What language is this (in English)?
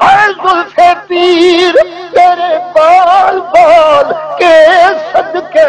Saraiki